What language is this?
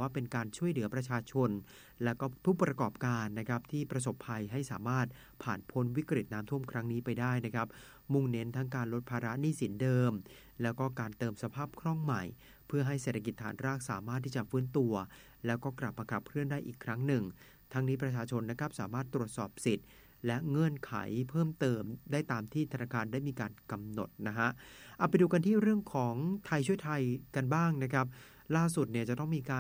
Thai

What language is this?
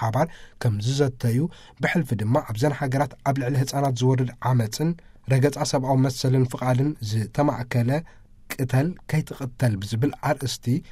Tigrinya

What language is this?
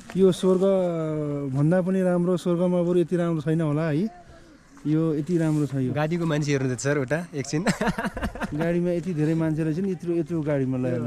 Nepali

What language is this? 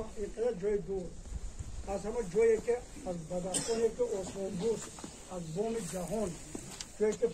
Tajik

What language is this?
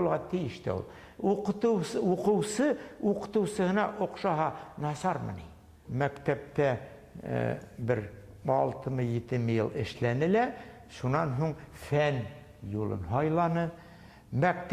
Bashkir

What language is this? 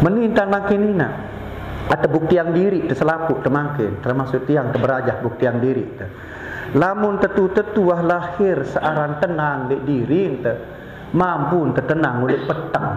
Sasak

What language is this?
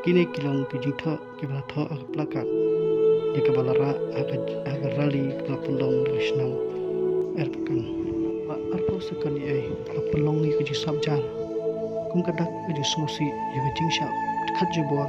Khasi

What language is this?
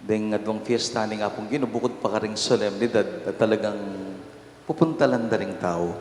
Pampanga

